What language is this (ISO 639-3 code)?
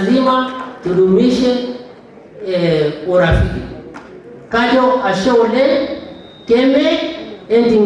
mas